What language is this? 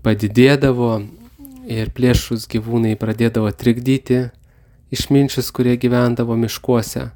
Lithuanian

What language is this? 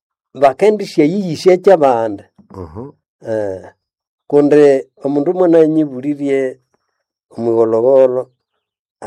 Nande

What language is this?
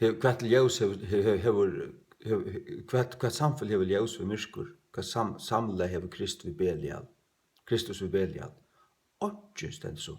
Faroese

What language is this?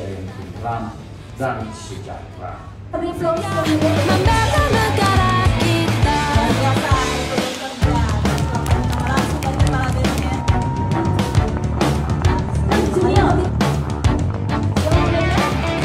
Indonesian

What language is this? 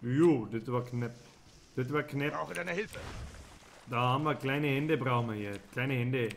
Bavarian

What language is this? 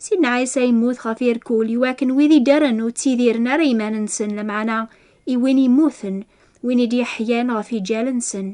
Kabyle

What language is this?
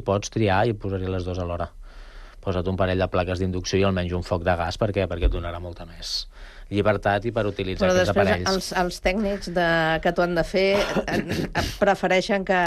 Catalan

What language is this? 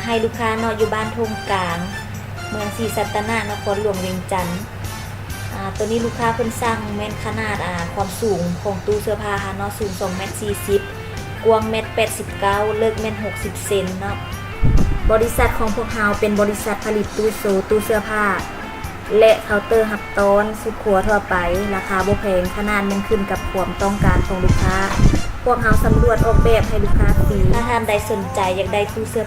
Lao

